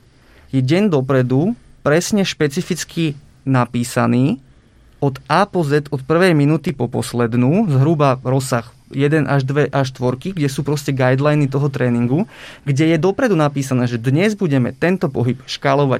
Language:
Slovak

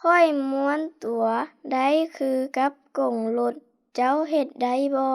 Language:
Lao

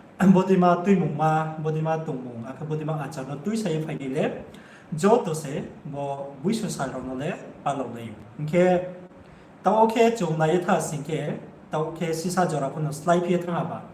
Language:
Riang (India)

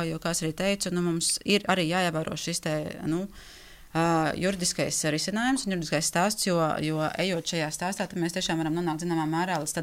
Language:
Latvian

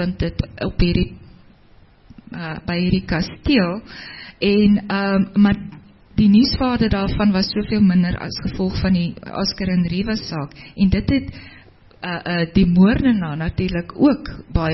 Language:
Afrikaans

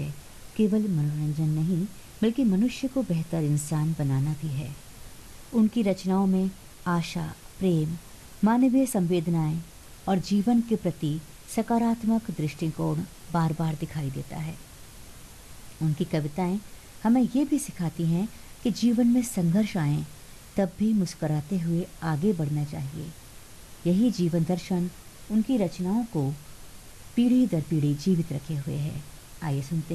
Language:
Hindi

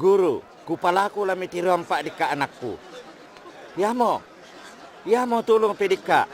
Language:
Toraja-Sa'dan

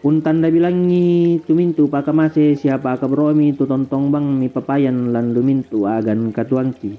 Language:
Toraja-Sa'dan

